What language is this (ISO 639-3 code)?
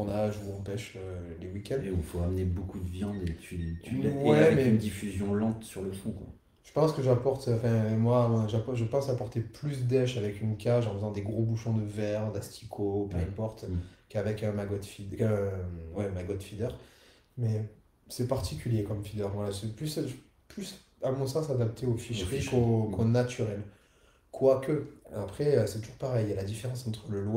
fra